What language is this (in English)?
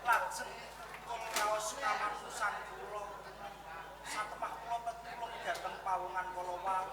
Javanese